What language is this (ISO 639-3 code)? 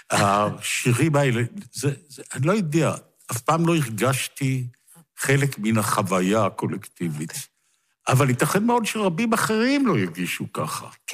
heb